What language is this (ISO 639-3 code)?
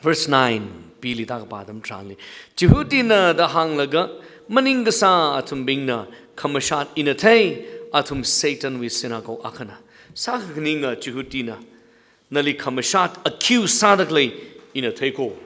nmf